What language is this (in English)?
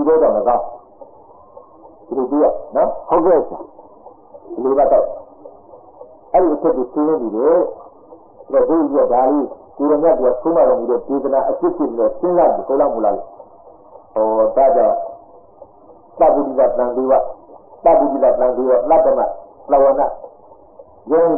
Burmese